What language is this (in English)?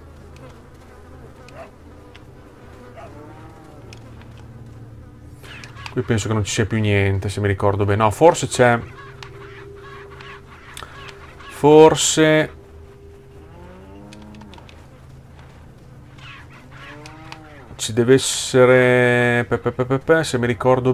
Italian